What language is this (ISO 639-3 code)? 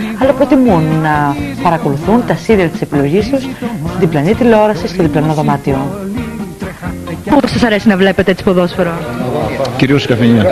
ell